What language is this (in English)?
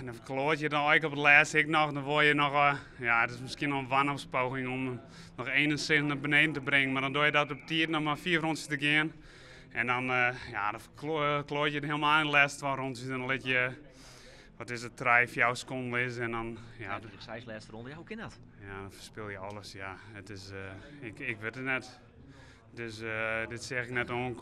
Western Frisian